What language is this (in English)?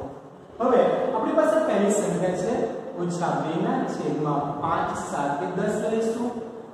Gujarati